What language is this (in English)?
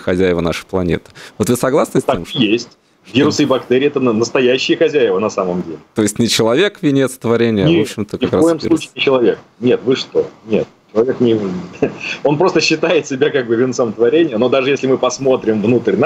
Russian